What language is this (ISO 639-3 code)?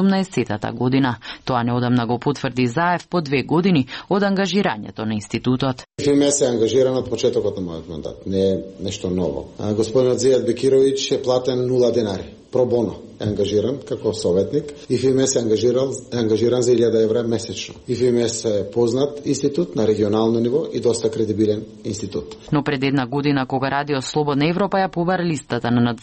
mkd